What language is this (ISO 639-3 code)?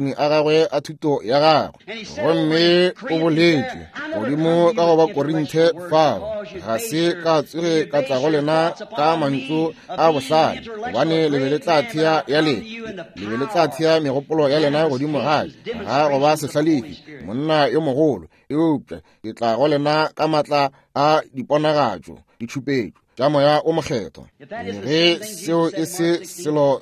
nso